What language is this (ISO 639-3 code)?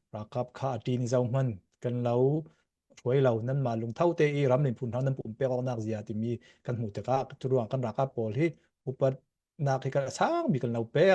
cfm